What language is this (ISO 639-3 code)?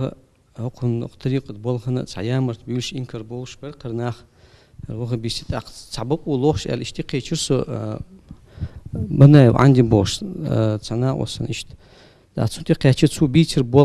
che